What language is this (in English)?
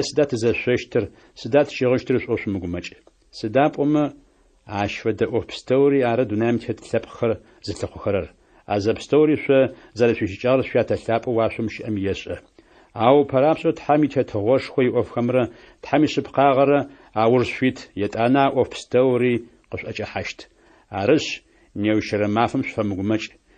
Adyghe